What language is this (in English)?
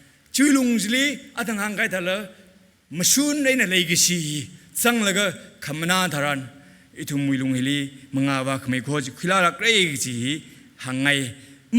Tangkhul Naga (India)